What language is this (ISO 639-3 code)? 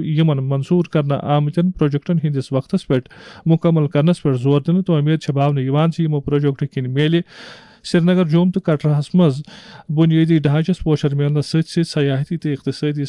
kas